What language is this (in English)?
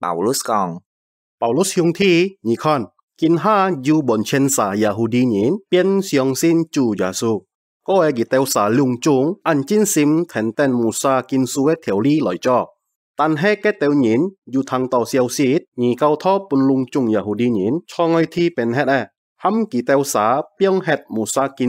Hakka Chinese